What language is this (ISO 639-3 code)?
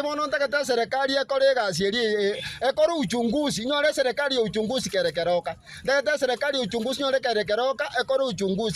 guz